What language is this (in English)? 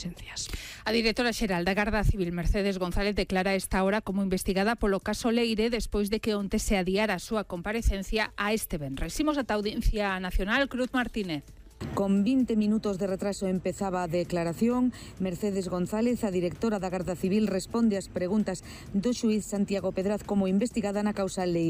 Galician